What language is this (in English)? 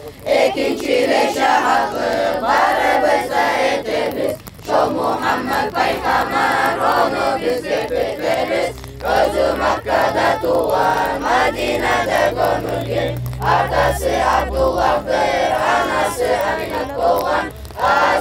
Kumyk